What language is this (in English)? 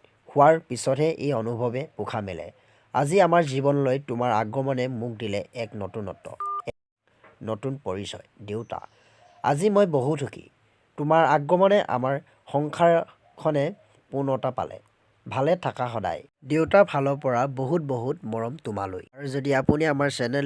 Assamese